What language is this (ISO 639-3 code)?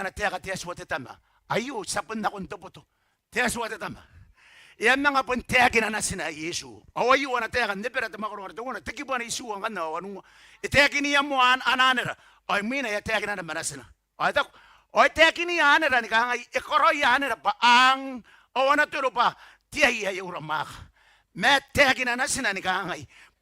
gil